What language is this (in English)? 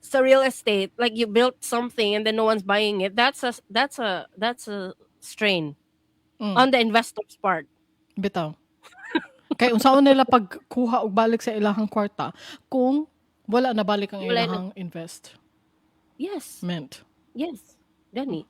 Cebuano